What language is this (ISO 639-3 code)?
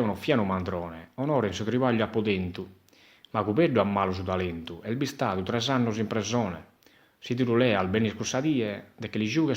srd